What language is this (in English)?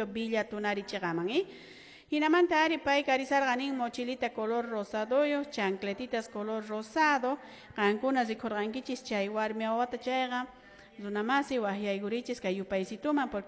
Quechua